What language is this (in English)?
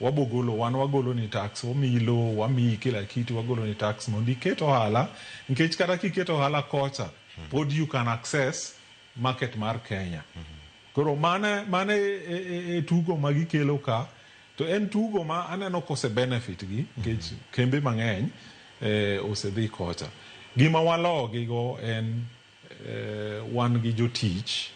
Luo (Kenya and Tanzania)